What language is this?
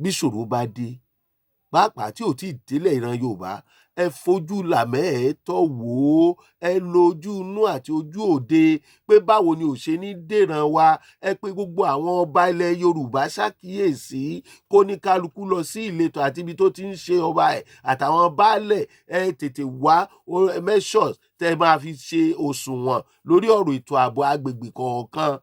Yoruba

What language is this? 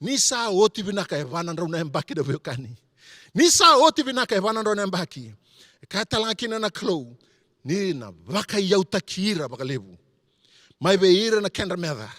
Fijian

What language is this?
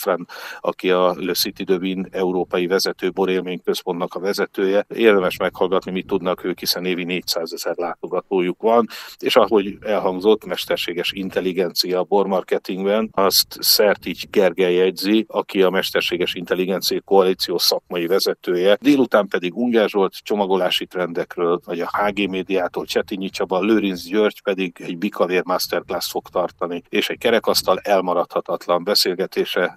Hungarian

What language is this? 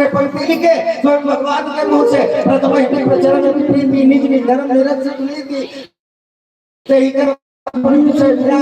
Chhattisgarhi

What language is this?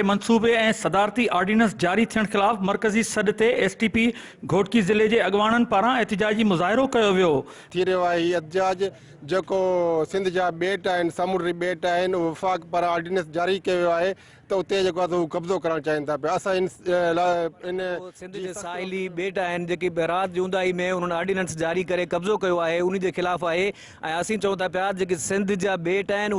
Sindhi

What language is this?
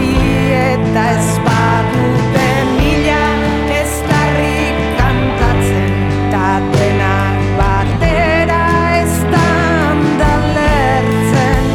Basque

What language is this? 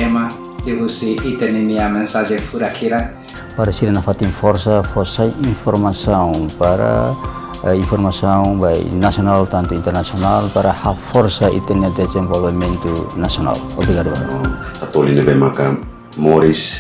Tetum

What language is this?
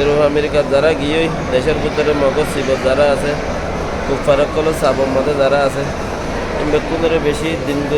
Rohingya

